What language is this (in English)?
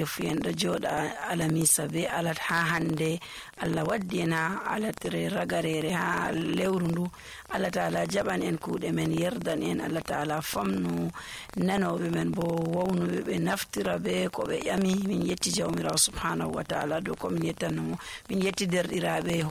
Nigerian Fulfulde